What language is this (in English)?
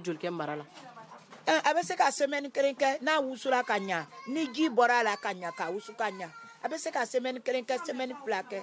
Bambara